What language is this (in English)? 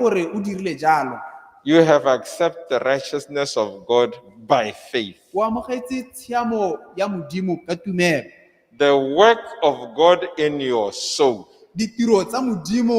Tswana